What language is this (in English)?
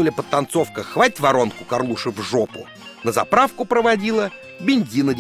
Russian